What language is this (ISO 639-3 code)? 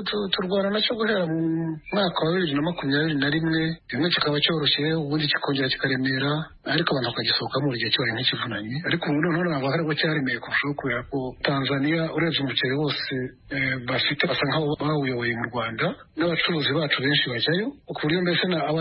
kin